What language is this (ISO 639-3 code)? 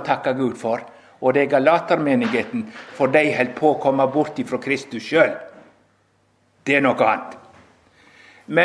nor